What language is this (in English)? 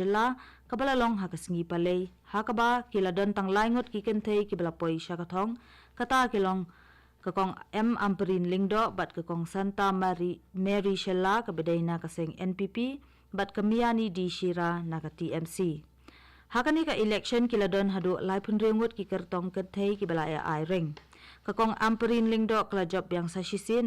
Khasi